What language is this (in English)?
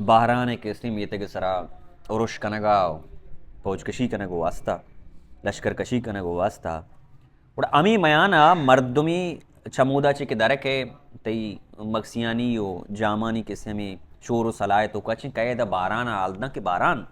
Baluchi